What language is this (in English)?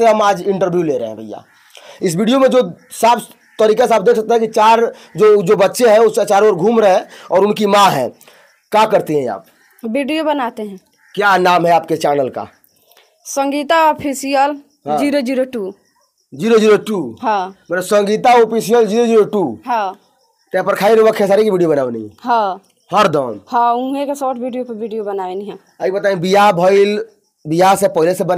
Bhojpuri